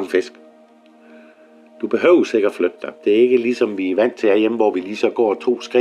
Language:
Danish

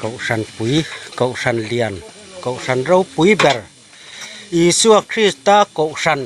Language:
Mizo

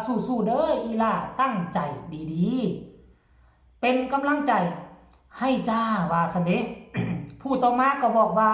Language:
Northeastern Thai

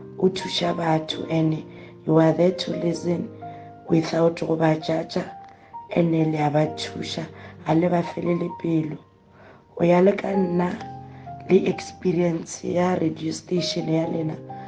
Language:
Northern Sotho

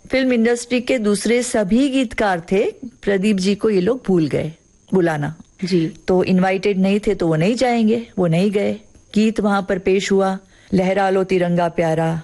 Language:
Hindi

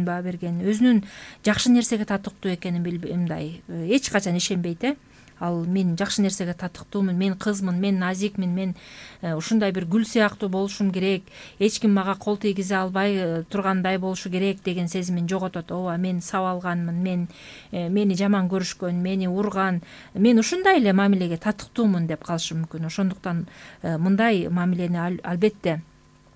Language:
Kyrgyz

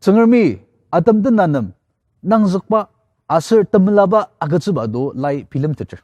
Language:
Ao Naga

